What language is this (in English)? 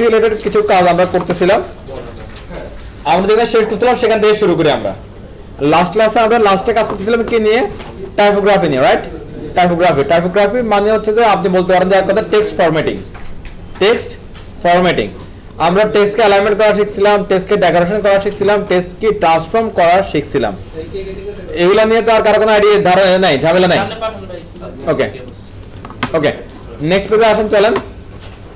Bangla